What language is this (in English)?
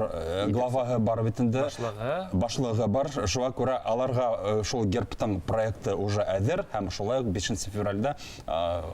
Bashkir